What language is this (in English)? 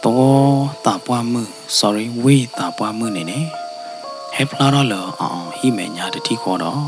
S'gaw Karen